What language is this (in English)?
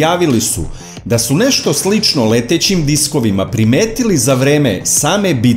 Serbian